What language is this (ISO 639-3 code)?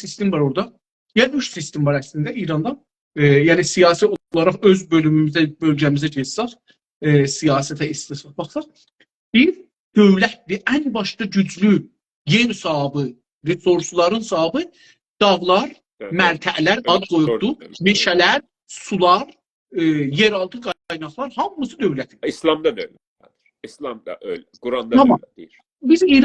azb